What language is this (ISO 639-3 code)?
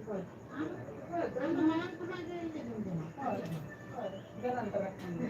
sat